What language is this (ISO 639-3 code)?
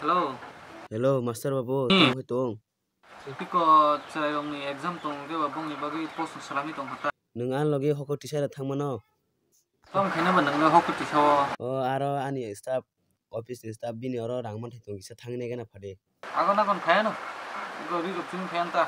trp